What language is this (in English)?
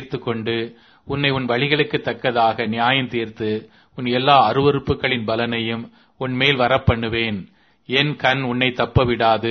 Tamil